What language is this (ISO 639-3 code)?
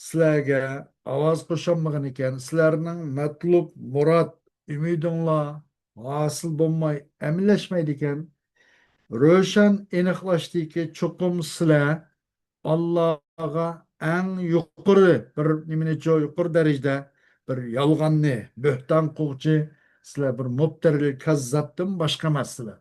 uig